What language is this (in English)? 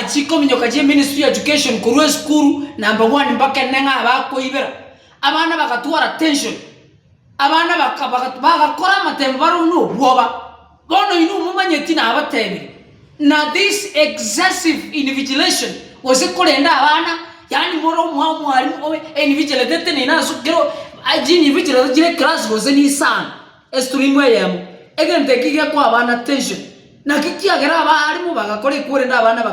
Gusii